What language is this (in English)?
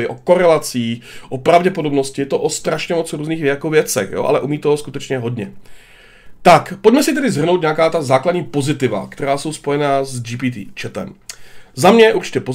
Czech